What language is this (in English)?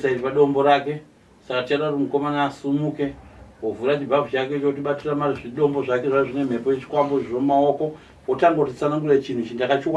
Shona